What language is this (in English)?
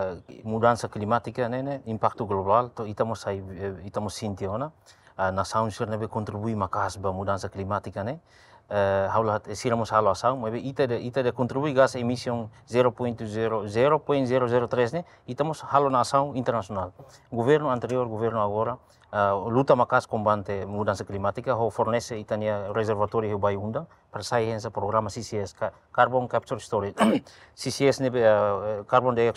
Tetum